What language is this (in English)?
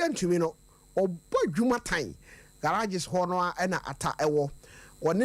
Akan